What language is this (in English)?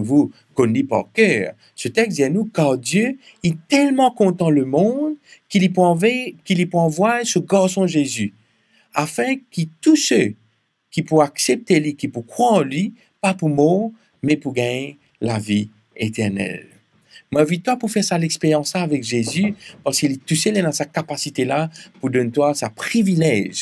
Morisyen